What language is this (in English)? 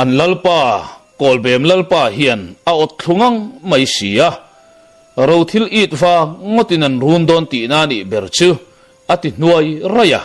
Mizo